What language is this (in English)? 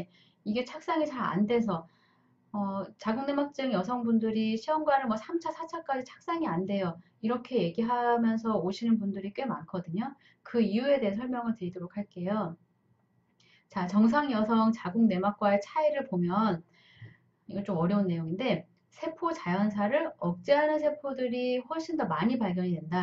Korean